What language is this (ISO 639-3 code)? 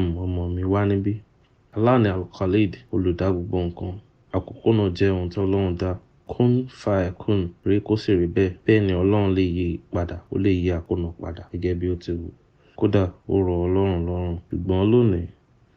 yor